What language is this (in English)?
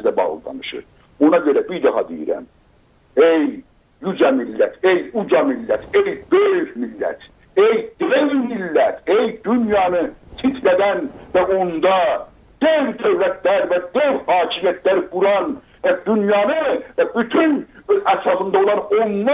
South Azerbaijani